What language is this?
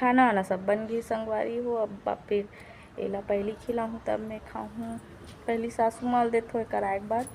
Chhattisgarhi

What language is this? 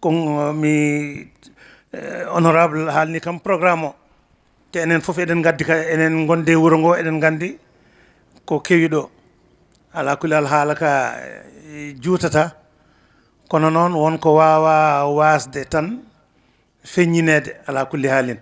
Fula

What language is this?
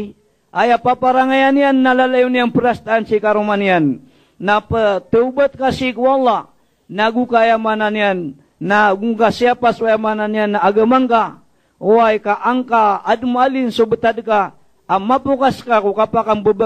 Maranao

